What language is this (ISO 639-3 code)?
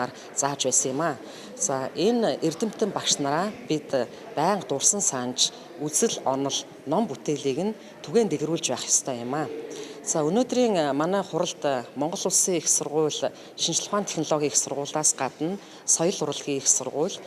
mon